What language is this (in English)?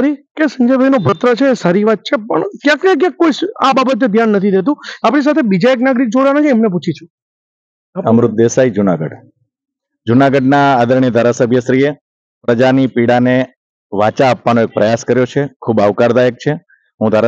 Gujarati